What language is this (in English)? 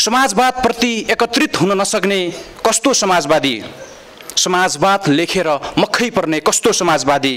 Nepali